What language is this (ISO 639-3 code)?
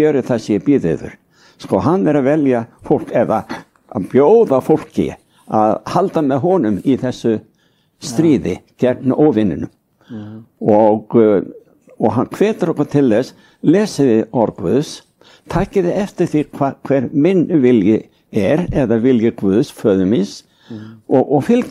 isl